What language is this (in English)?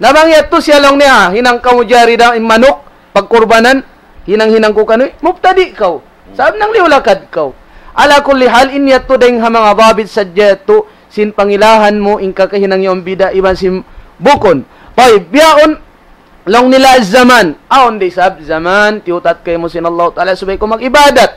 Tausug